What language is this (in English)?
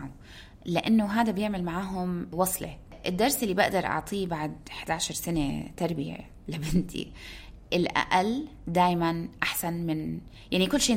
North Levantine Arabic